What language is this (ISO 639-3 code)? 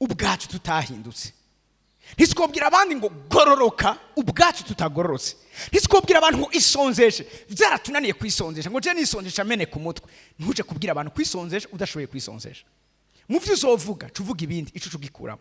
run